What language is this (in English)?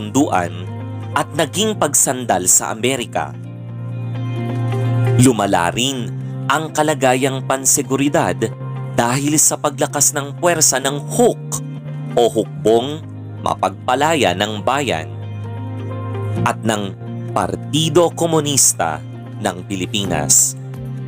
Filipino